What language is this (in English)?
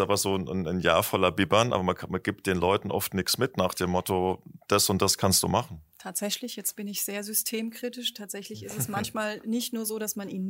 German